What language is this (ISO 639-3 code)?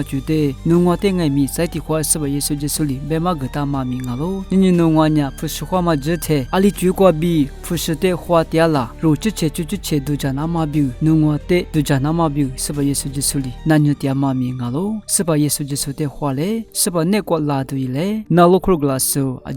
lis